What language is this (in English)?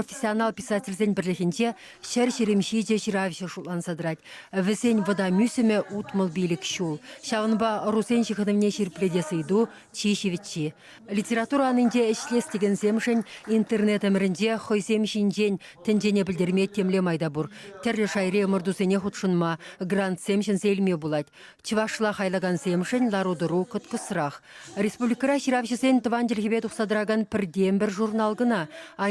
Chuvash